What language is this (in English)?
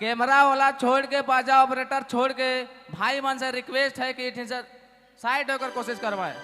Sadri